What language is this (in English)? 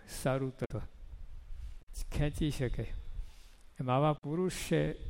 Gujarati